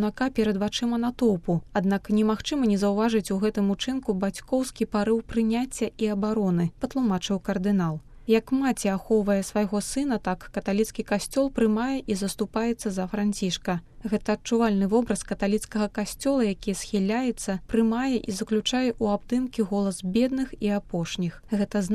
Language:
Belarusian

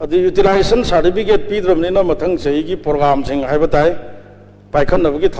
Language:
Manipuri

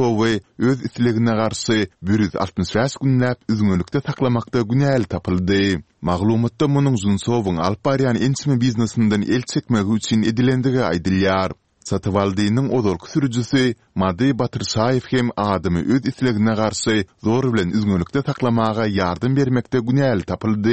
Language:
Turkmen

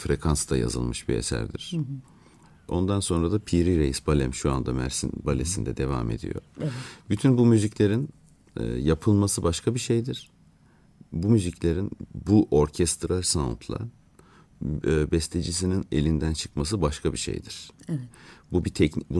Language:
Turkish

